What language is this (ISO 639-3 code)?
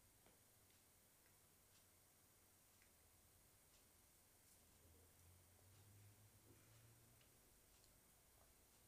fra